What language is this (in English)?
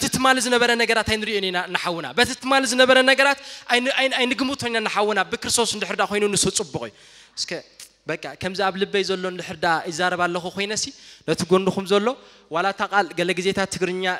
Tigrinya